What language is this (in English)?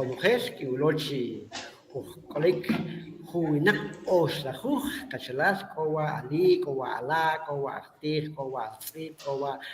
Kʼicheʼ